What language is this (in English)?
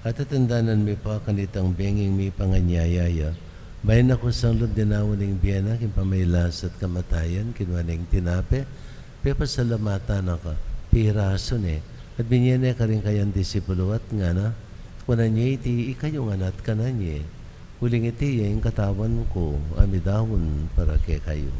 Pampanga